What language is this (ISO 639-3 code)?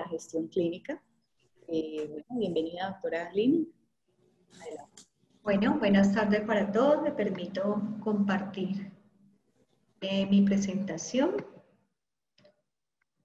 spa